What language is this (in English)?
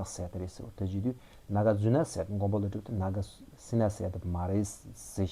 Tibetan